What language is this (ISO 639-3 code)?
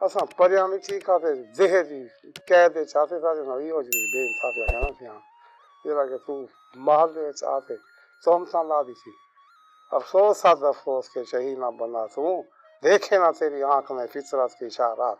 skr